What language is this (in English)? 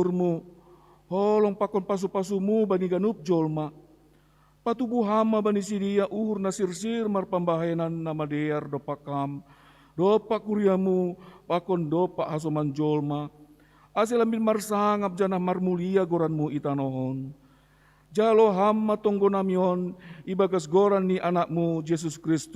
Batak Simalungun